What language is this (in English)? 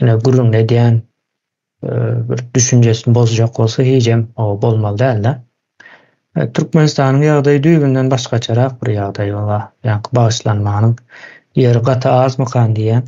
Turkmen